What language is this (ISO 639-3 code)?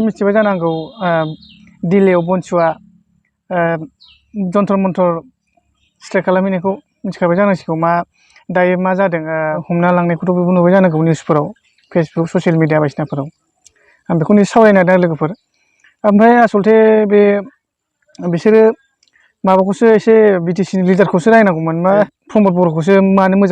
brx